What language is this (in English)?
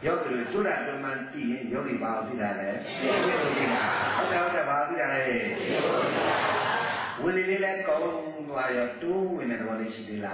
Burmese